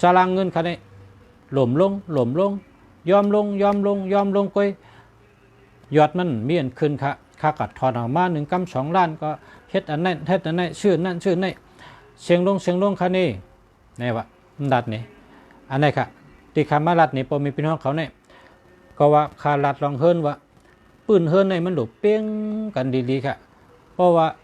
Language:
Shan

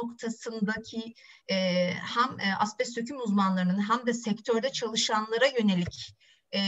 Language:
Turkish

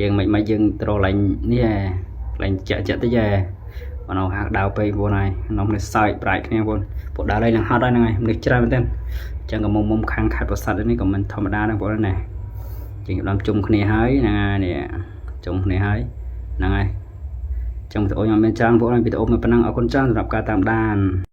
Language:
Khmer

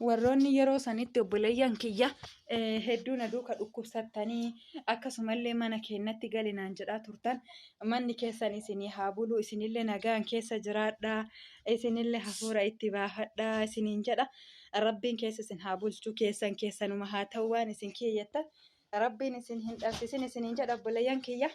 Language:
Oromo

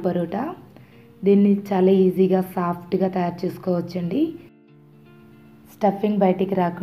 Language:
Telugu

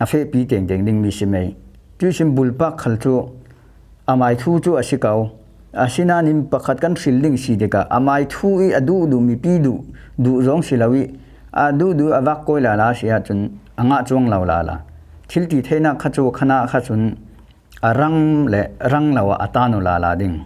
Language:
Falam Chin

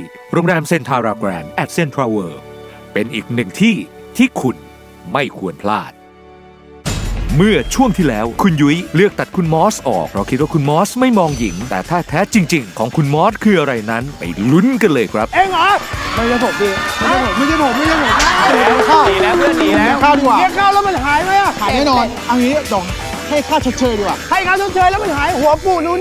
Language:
Thai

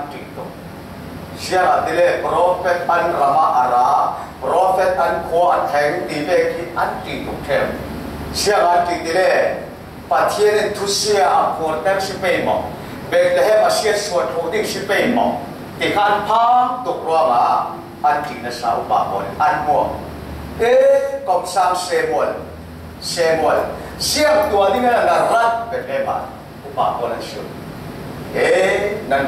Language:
Falam Chin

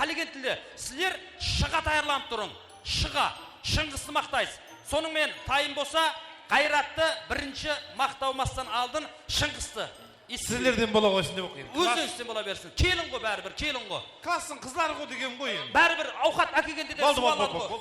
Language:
Kara-Kalpak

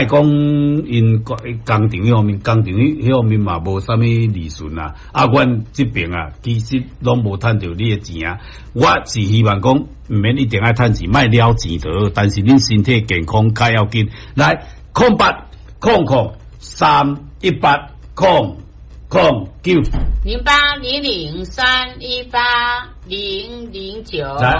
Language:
Min Nan Chinese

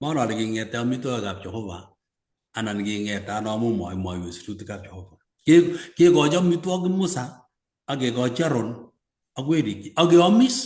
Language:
Kalenjin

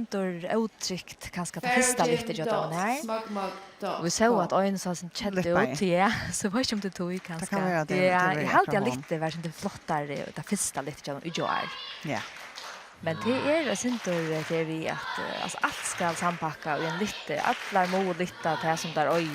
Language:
Faroese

